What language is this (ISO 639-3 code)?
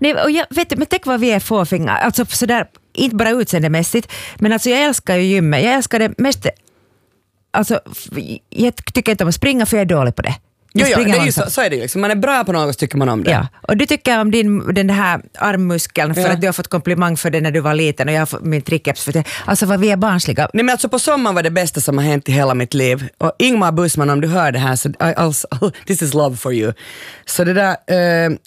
swe